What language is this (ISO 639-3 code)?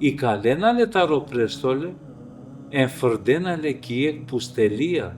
rmn